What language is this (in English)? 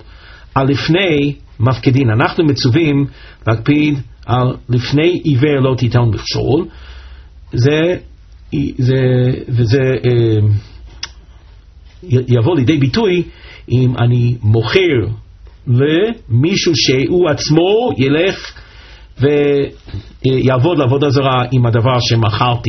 Hebrew